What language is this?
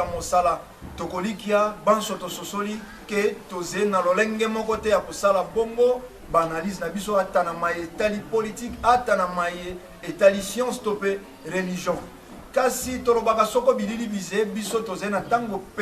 Lingala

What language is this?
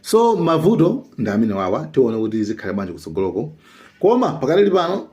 Nyanja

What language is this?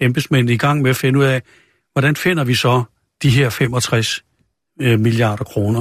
Danish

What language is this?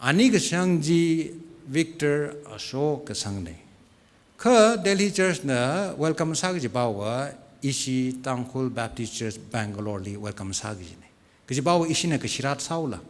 Tangkhul Naga (India)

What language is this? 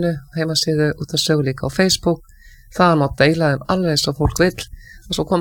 Icelandic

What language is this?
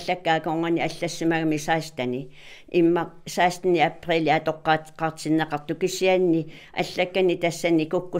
Kalaallisut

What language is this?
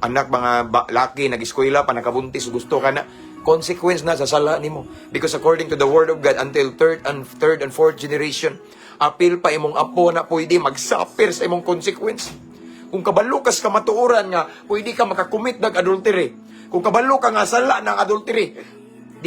Cebuano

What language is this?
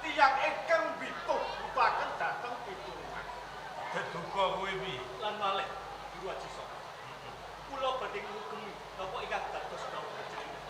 Javanese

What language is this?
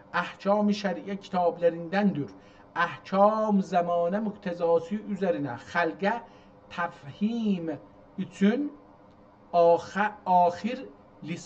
South Azerbaijani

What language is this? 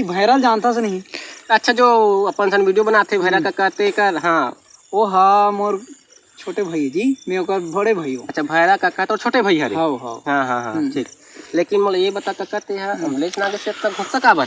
Chhattisgarhi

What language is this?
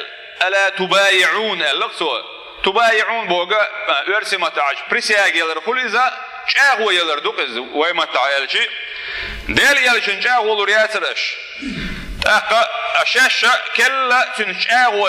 Chechen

